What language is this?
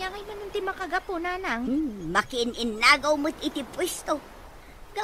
Iloko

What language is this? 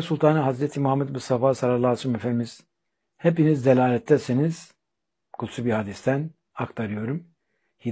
Turkish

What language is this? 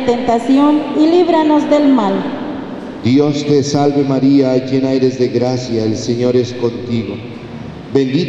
Spanish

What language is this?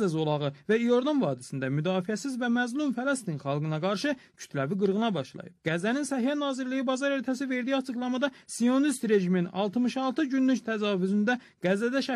Azerbaijani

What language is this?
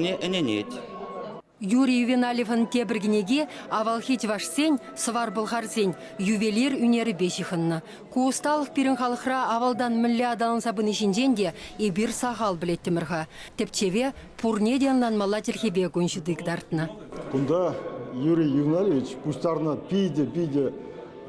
Chuvash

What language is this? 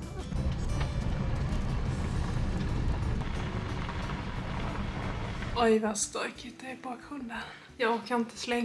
Swedish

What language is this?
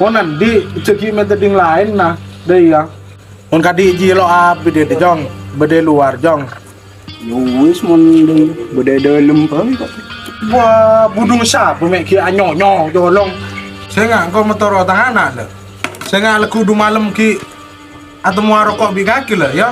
Madurese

